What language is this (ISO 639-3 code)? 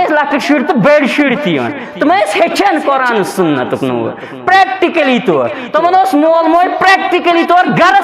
kas